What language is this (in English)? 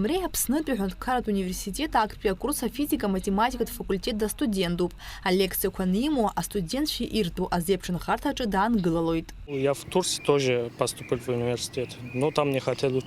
Abkhazian